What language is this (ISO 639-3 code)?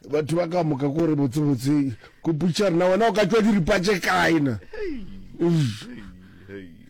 nso